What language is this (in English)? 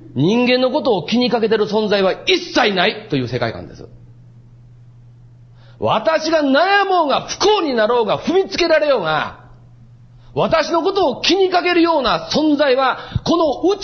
Japanese